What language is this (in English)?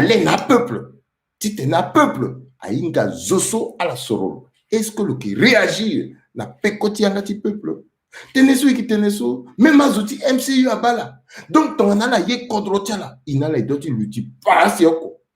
Sango